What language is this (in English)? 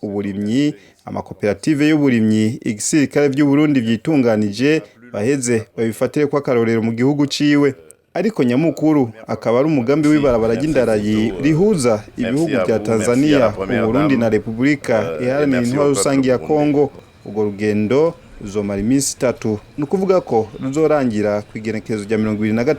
Rundi